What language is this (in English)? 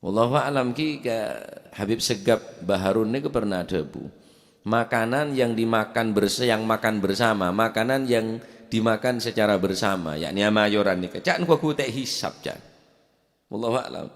Madurese